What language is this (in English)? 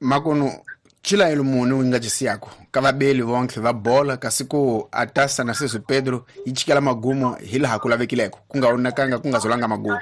Tsonga